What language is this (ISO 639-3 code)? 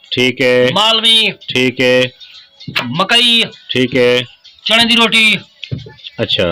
skr